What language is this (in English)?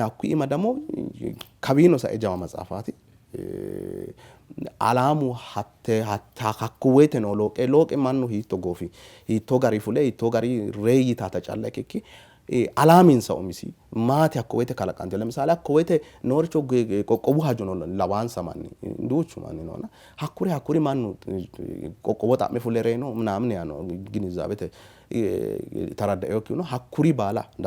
Sidamo